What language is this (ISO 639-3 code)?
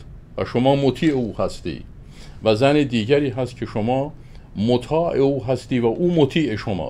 fas